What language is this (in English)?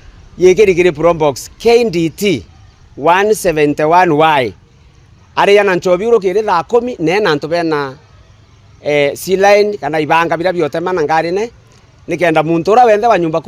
Meru